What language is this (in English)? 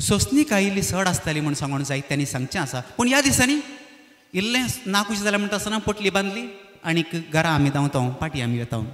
Konkani